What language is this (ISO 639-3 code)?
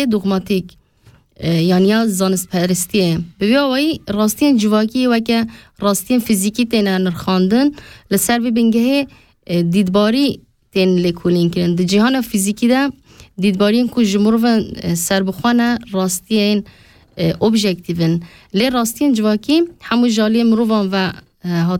kur